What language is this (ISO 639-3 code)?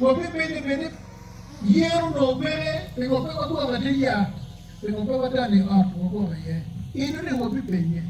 ach